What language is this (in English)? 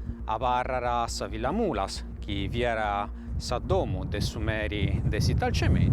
Sardinian